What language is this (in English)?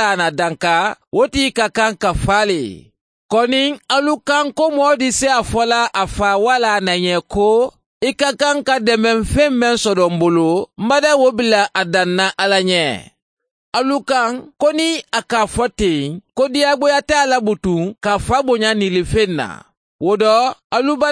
Mandingo